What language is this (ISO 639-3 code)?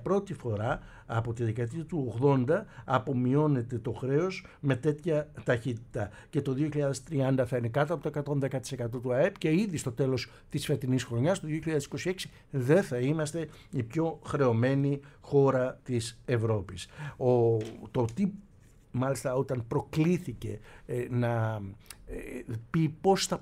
ell